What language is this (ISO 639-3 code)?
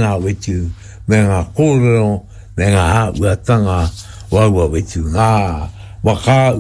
mri